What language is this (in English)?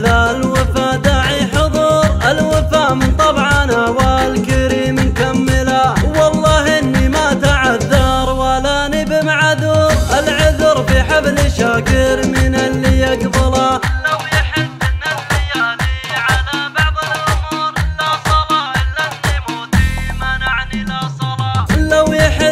Arabic